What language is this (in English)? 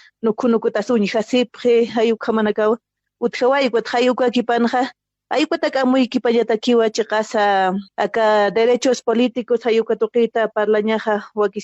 Aymara